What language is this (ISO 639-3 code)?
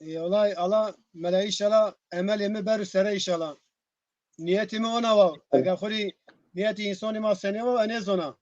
zza